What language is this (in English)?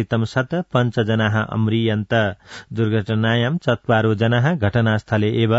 Sanskrit